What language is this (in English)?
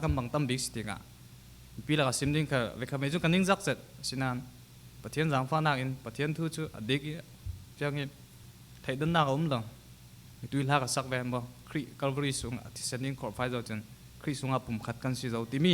Falam Chin